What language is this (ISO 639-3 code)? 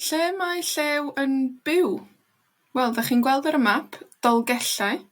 cym